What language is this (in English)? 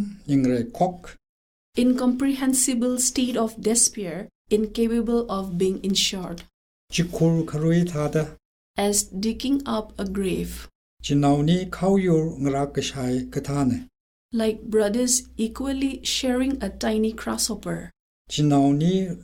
Tangkhul Naga (India)